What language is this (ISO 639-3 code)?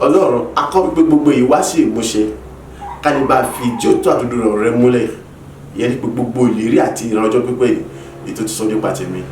yor